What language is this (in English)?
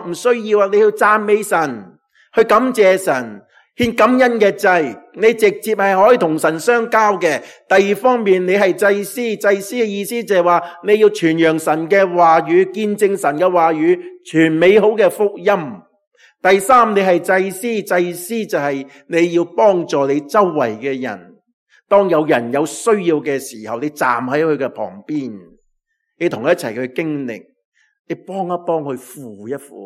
Cantonese